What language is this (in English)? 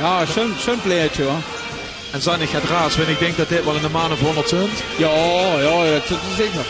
Limburgish